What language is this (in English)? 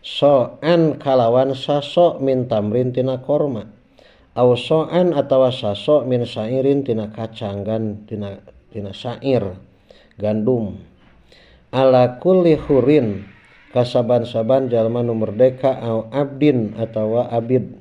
Sundanese